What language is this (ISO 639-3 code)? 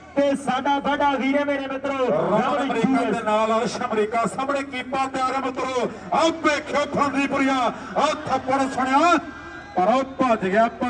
pan